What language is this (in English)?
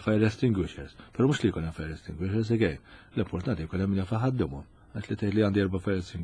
Maltese